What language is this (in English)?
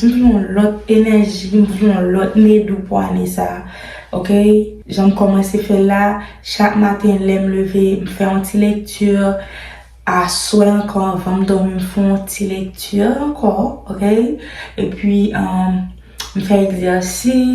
Haitian Creole